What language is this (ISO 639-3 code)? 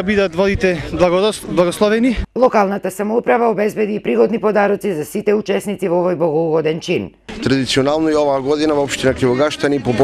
mkd